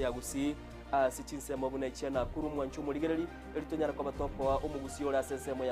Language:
Gusii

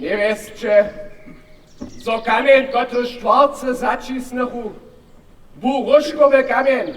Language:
Upper Sorbian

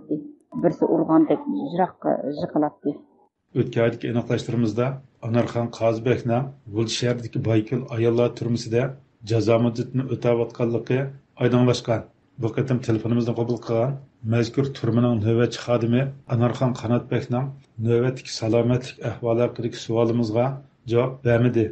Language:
Uyghur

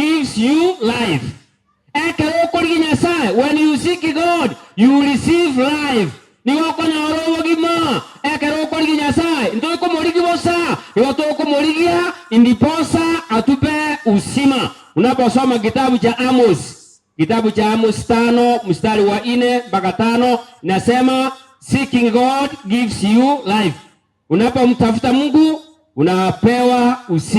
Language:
Gusii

